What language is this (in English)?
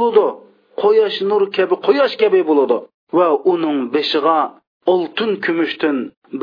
Uyghur